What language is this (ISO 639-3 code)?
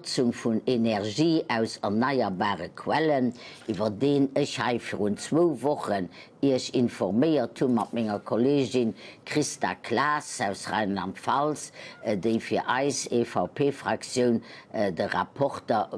ltz